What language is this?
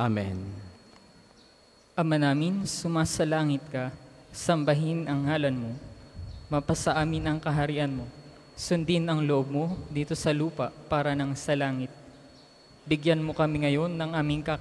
Filipino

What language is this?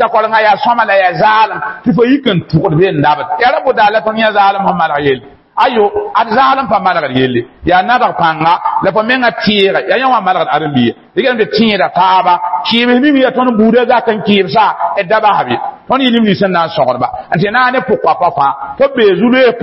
Mossi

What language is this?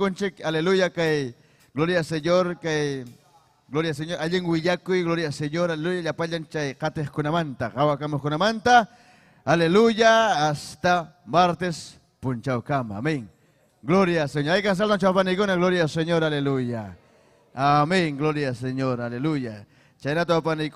Ayacucho Quechua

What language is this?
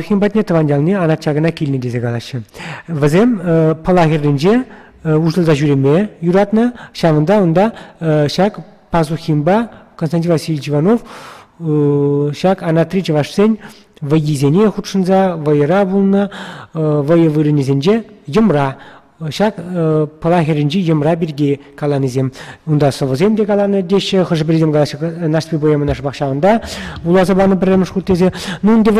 Chuvash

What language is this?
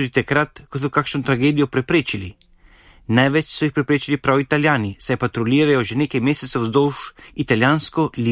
Slovenian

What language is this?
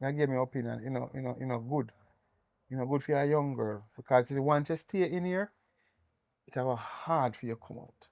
Jamaican Creole English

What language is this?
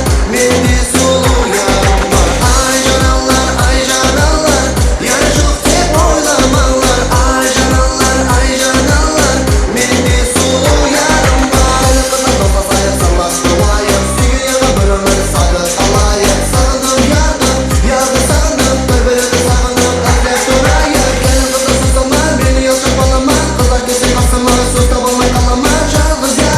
Kara-Kalpak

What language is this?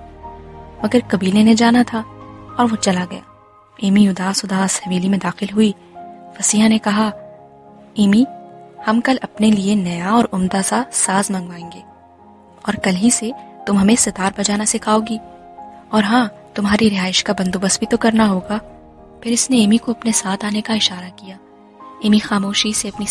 Urdu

